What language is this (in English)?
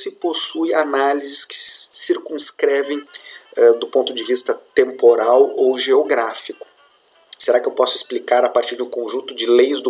Portuguese